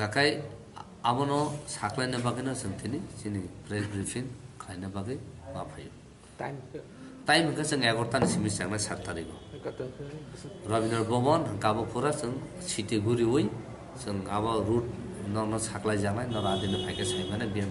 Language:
Kok Borok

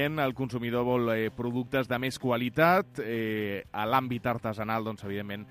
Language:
Catalan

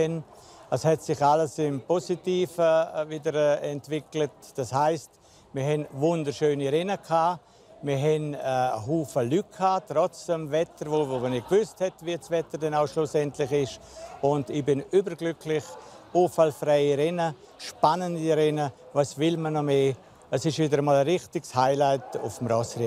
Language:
Romansh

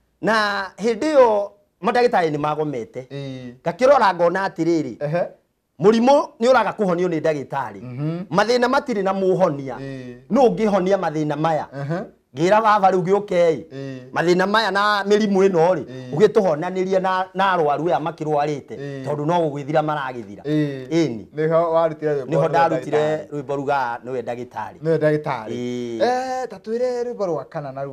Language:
Kikuyu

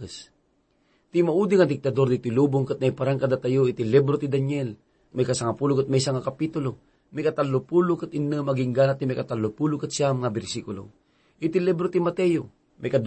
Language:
Iloko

